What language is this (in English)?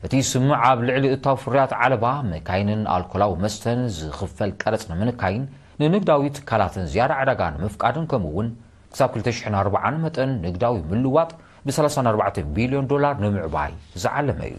Tigrinya